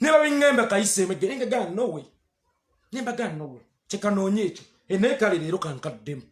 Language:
Ganda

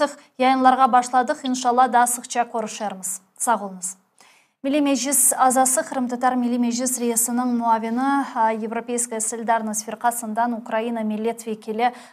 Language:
Crimean Tatar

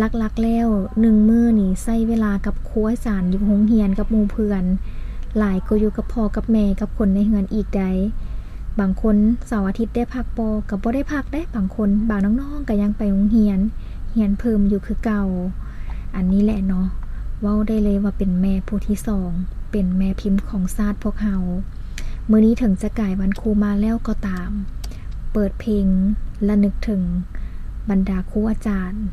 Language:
Lao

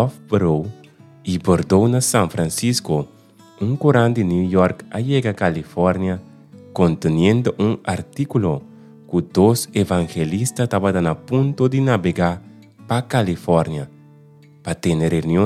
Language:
Papiamento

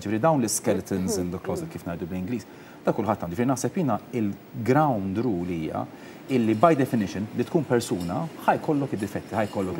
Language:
Maltese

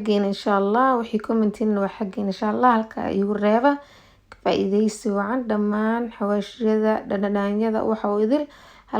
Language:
Somali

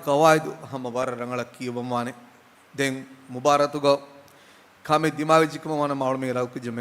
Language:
Divehi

